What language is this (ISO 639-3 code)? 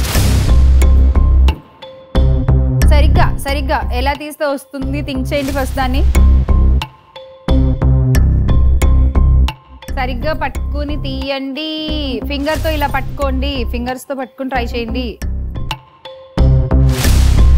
tel